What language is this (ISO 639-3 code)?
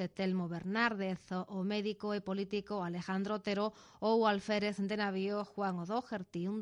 glg